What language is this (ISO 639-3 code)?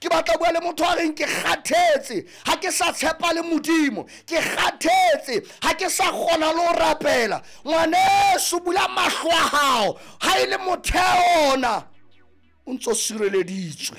sot